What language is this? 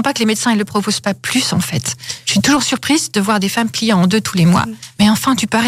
French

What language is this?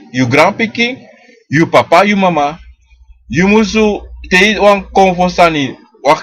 Sranan Tongo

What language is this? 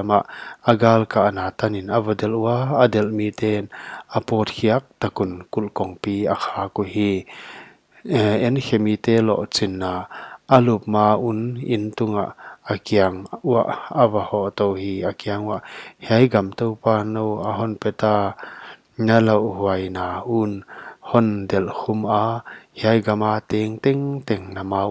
Paite Chin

